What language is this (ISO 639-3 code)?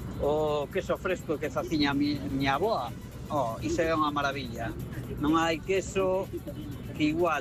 glg